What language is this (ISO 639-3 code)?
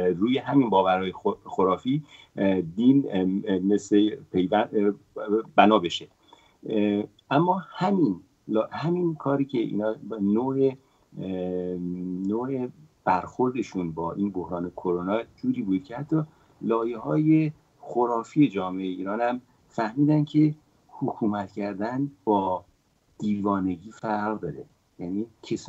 fas